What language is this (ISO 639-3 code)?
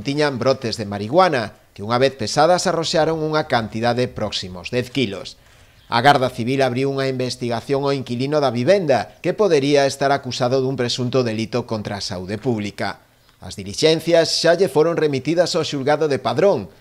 glg